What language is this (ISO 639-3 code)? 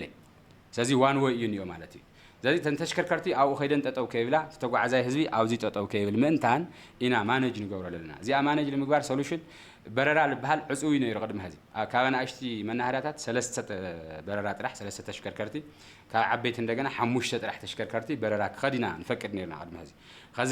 tir